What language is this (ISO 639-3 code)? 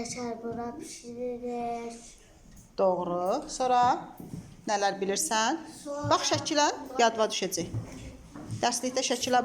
aze